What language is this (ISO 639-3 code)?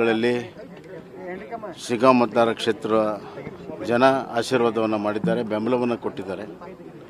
kan